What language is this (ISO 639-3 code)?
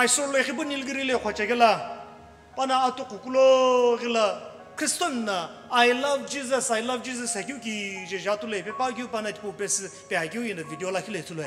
nsm